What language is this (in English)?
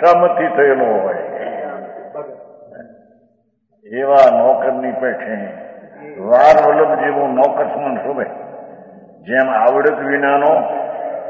Gujarati